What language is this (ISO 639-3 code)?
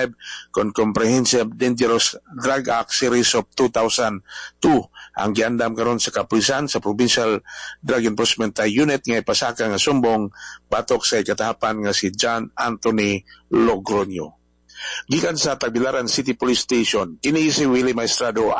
ceb